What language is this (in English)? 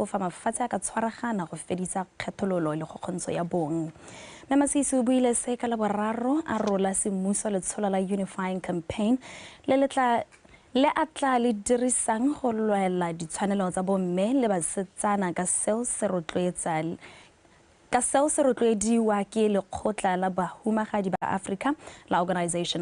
Tswana